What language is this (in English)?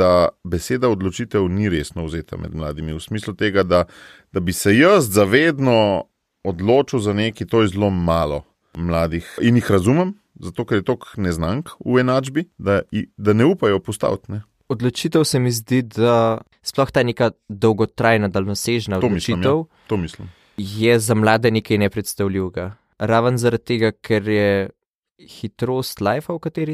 Slovenian